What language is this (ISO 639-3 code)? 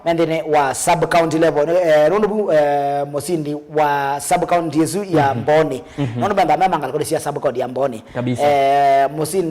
kam